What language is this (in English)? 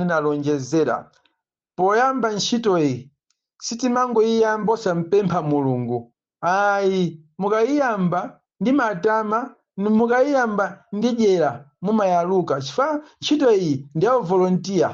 Nyanja